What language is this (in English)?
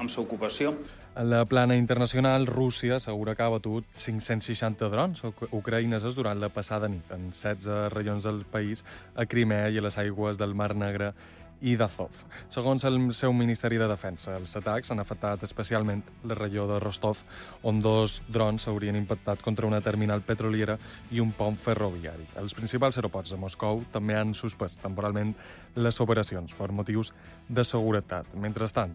Catalan